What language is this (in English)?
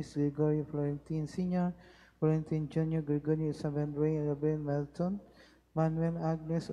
Cebuano